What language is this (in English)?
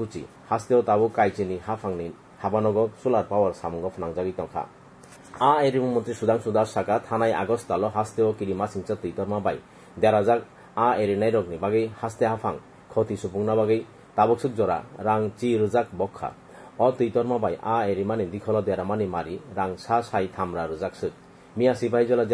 Kok Borok